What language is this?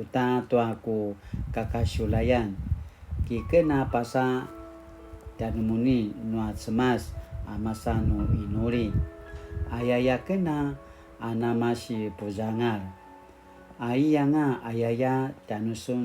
Paiwan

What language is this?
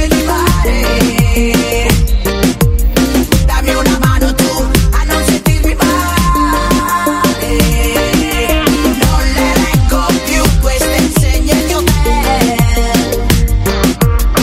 Italian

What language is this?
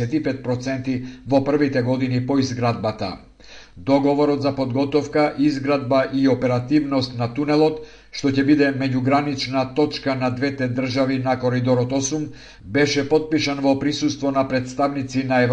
Macedonian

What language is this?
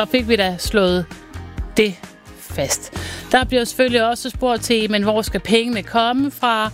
Danish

